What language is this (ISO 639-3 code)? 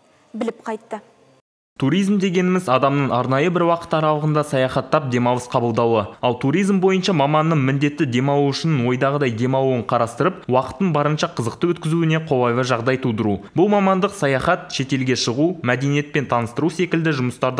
kaz